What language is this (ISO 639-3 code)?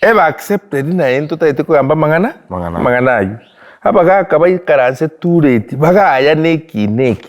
guz